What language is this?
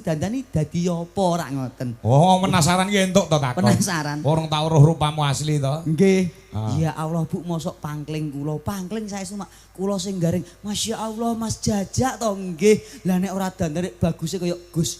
Javanese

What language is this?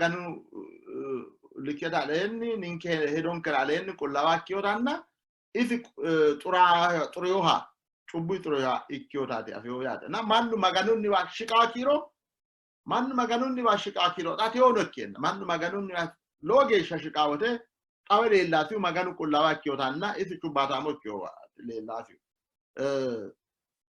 Sidamo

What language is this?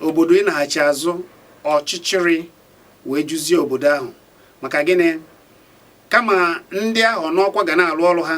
Igbo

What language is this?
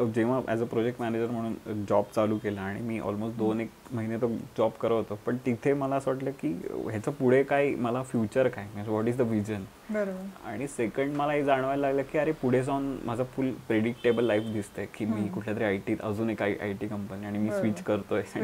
Marathi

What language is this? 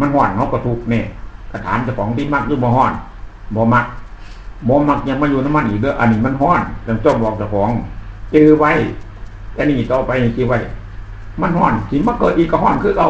Northeastern Thai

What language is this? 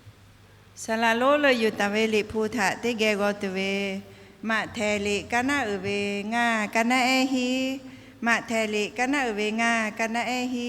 Lahu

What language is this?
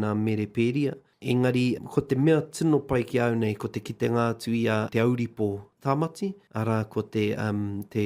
Māori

